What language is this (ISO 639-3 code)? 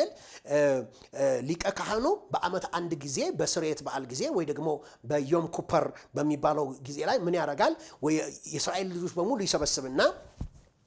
amh